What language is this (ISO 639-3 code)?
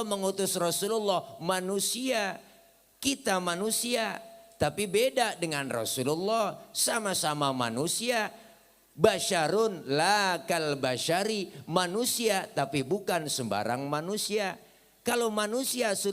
bew